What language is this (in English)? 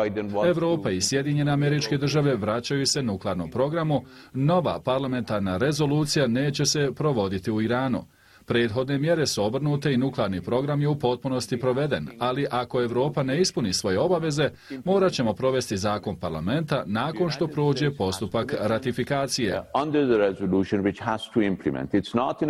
Bosnian